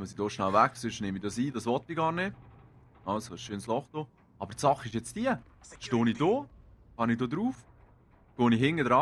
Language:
Swiss German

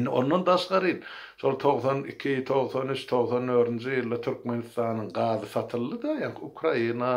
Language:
Turkmen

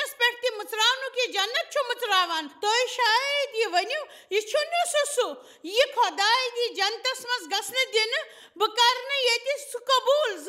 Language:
Kashmiri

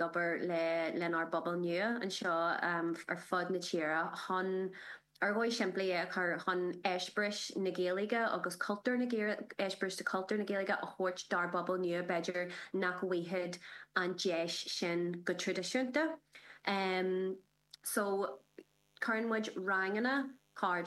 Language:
Irish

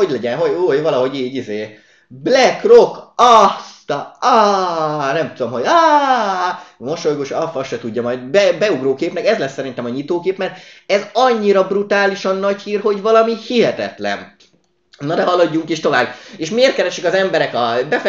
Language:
Hungarian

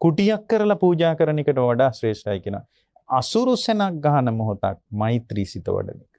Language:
Sinhala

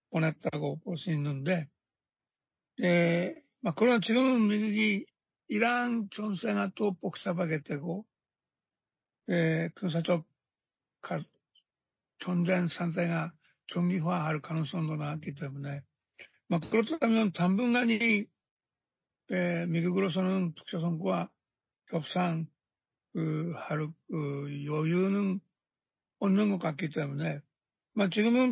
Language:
Korean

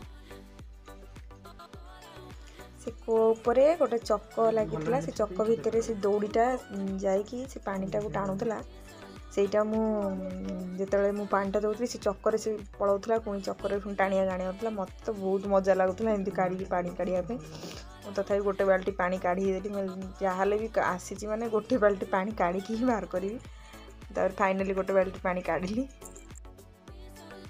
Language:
Odia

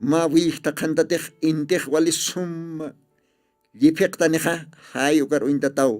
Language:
Aymara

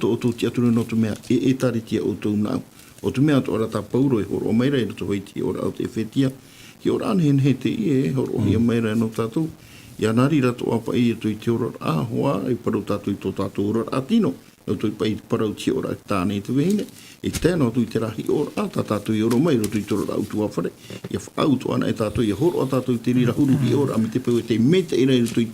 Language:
Tahitian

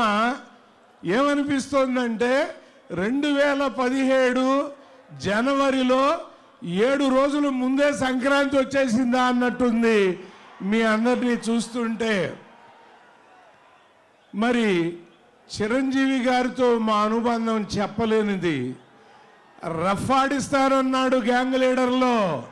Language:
Telugu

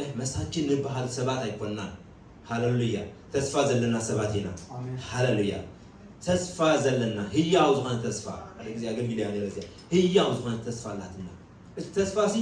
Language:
Tigrinya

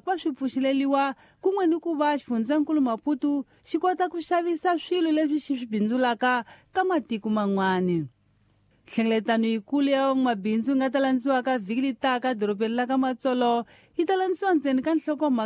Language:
Tsonga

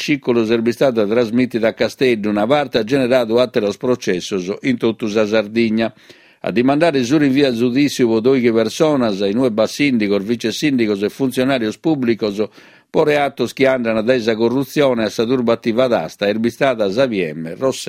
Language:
Sardinian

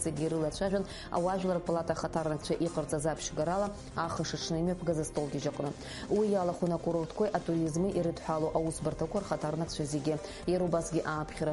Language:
Abkhazian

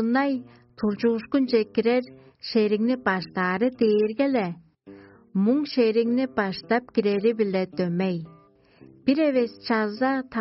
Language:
Tuvinian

